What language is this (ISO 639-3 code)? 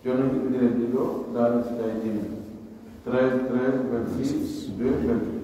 fuf